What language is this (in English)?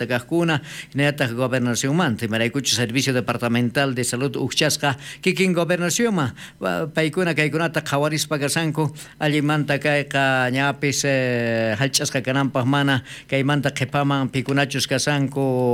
South Bolivian Quechua